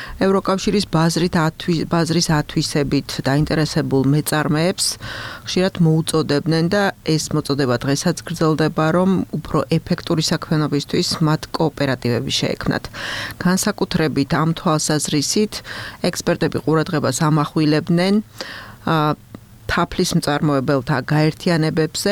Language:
Georgian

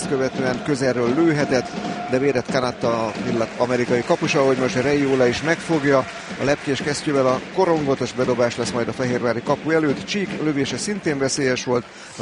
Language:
Hungarian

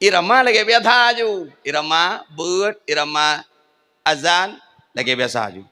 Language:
Achinese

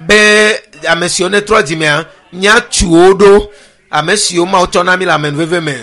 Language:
Ewe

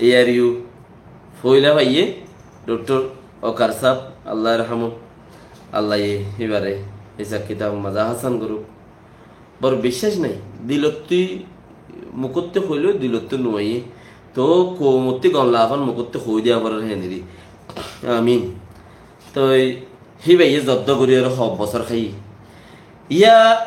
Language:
Rohingya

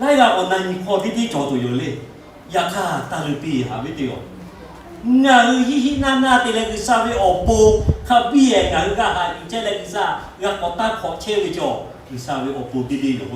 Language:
Lahu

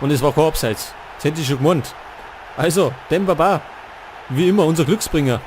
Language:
Bavarian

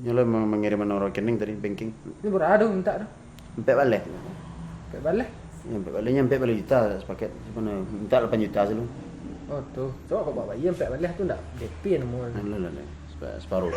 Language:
Minangkabau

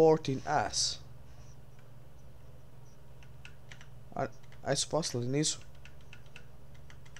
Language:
Serbian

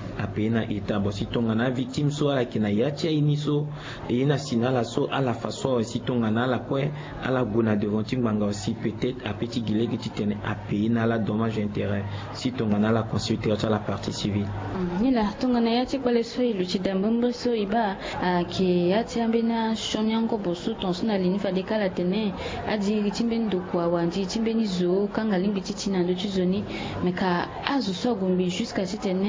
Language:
Sango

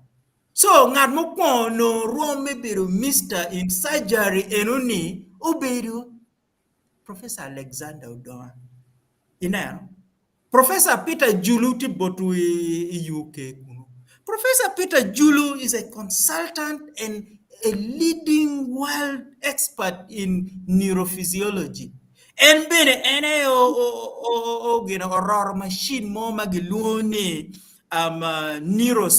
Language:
Acoli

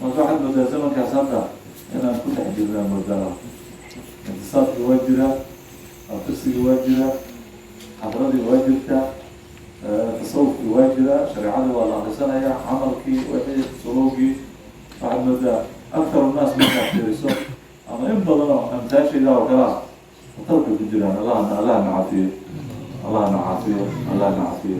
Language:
Somali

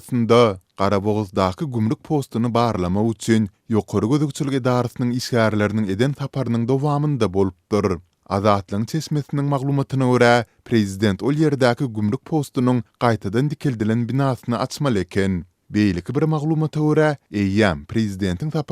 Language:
Turkmen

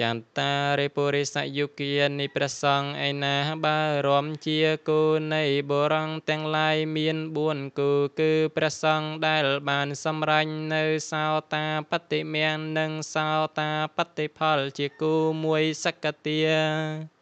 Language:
Khmer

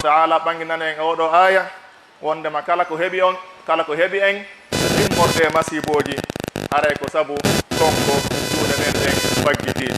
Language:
Pular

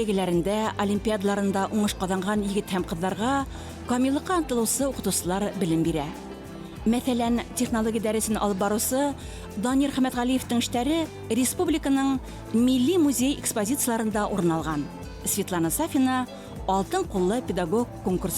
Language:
Bashkir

